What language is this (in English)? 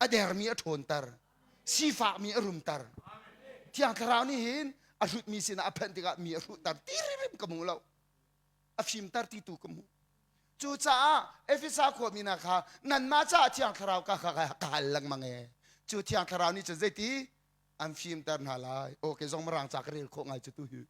Hakha Chin